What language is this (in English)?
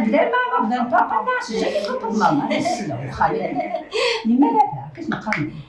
Kabyle